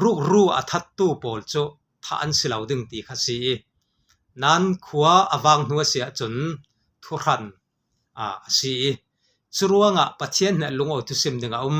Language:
Falam Chin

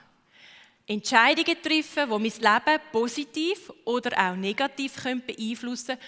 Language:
Swiss German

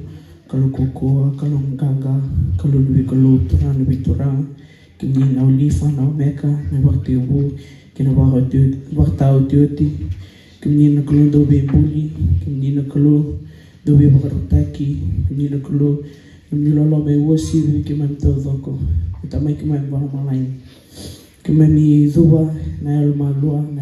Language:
Fijian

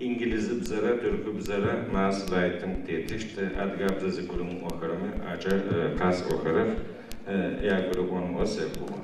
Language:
Adyghe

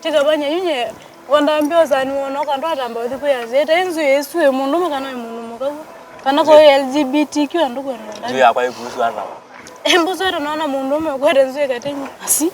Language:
Kamba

